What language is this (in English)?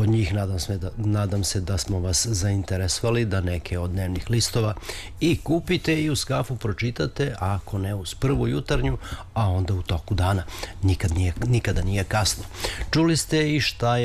Serbian